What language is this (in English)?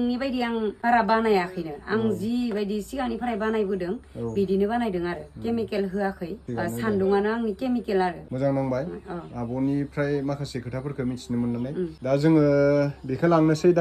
Bodo